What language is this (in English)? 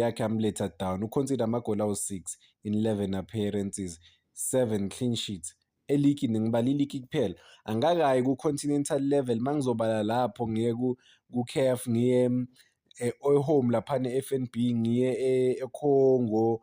Zulu